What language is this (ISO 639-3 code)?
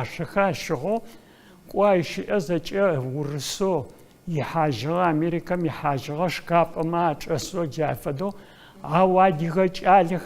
ady